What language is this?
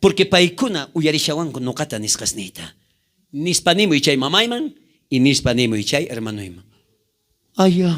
South Bolivian Quechua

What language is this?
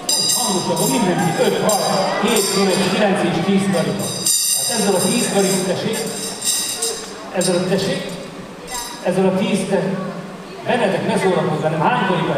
Hungarian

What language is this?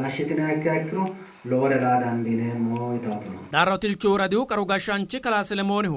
Sidamo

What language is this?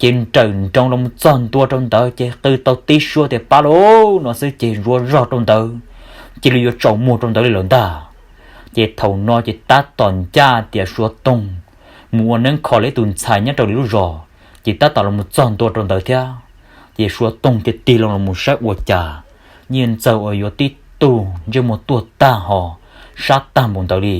Hmong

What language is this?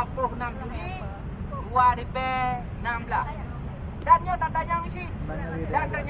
Achinese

